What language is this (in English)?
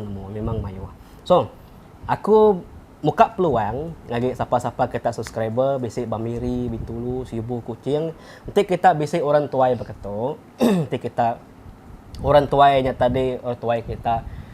Iban